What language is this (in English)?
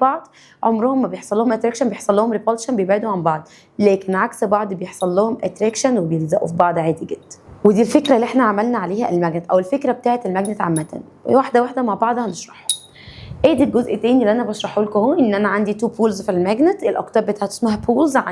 Egyptian Arabic